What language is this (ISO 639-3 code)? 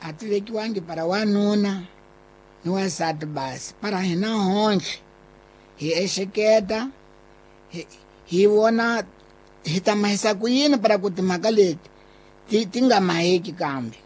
tso